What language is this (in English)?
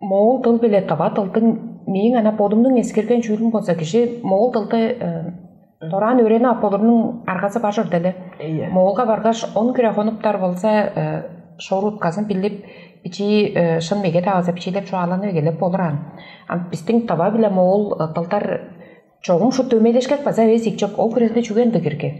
Tuvinian